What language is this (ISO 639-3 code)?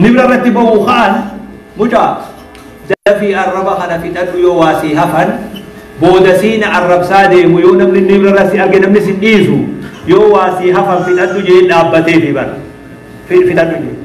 orm